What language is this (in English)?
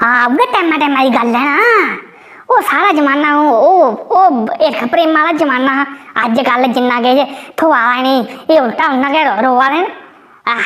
Dogri